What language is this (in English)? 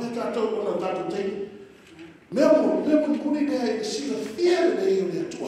Samoan